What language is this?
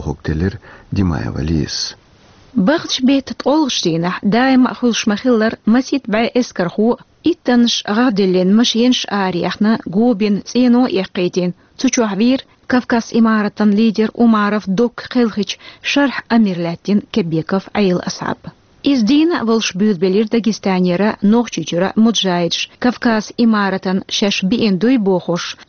Chechen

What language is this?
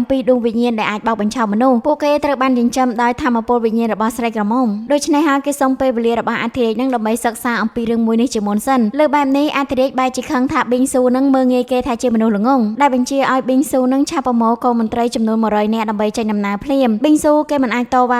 Khmer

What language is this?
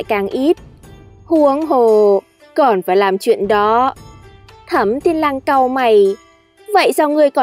Vietnamese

